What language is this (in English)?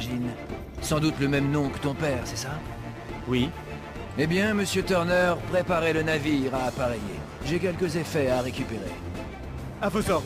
French